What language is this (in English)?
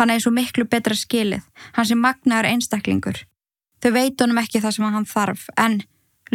Icelandic